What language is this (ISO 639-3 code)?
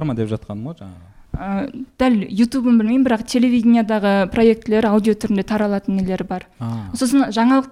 kaz